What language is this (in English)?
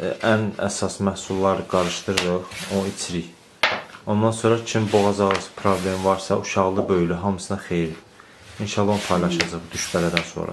Azerbaijani